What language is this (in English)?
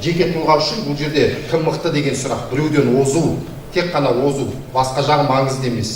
Kazakh